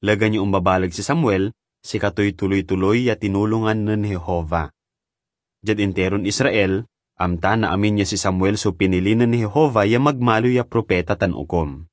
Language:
Pangasinan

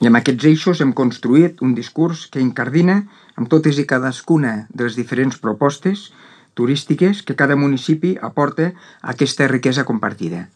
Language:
Catalan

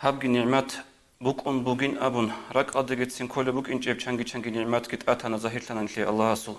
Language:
Avaric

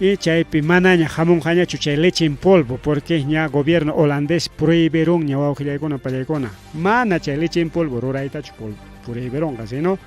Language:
Ayacucho Quechua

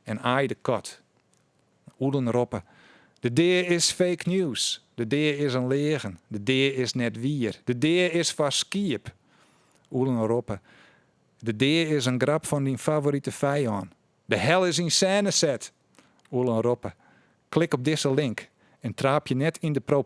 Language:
Western Frisian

